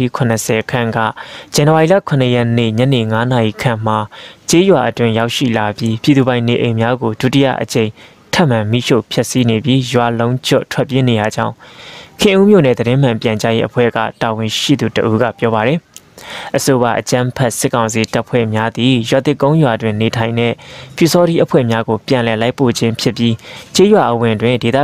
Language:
Burmese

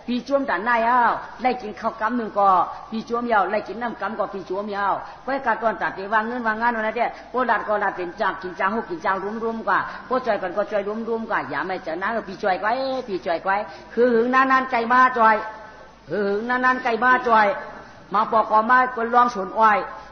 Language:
Shan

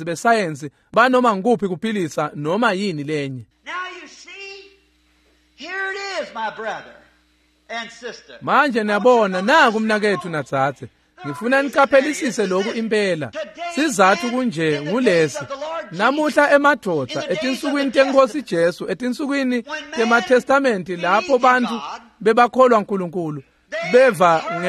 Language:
Swati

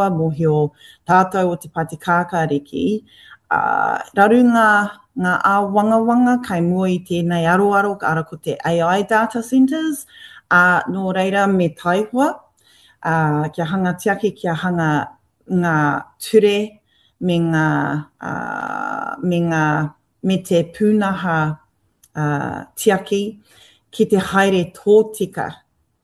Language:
Māori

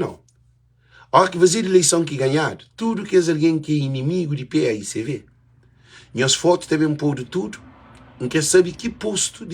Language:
Kabuverdianu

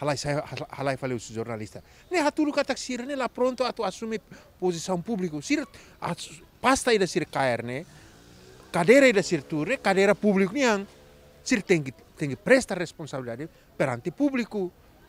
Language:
Tetum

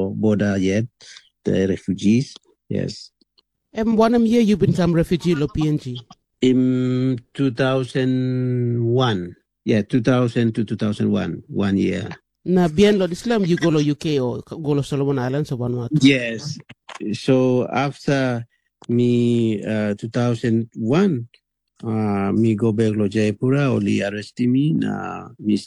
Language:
Tok Pisin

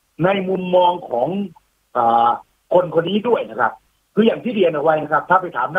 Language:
Thai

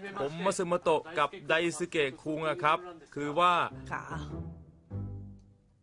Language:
Thai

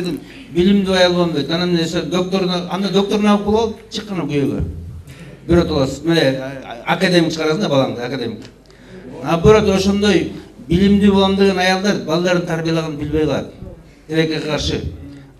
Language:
Kyrgyz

